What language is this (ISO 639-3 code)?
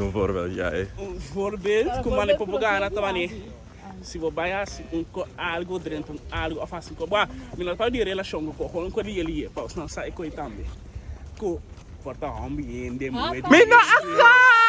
pap